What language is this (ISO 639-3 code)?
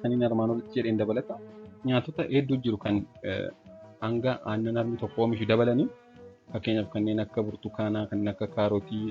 orm